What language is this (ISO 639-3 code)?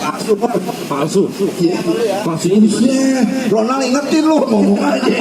bew